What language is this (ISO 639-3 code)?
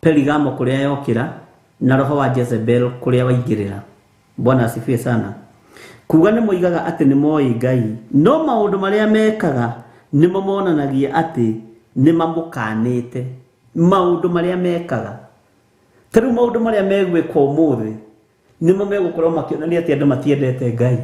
kik